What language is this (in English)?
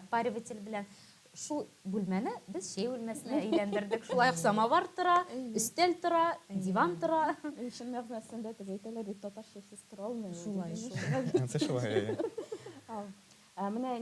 Tatar